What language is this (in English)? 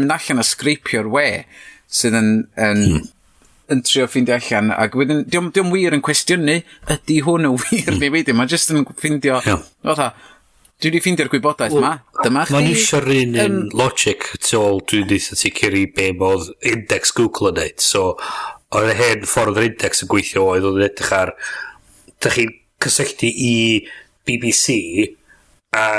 Welsh